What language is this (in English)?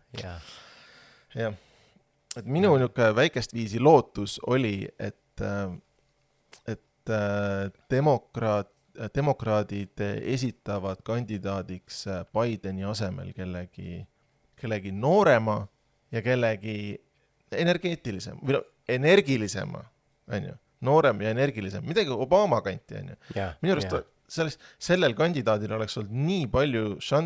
Estonian